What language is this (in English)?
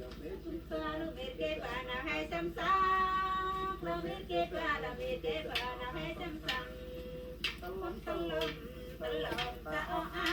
Central Mnong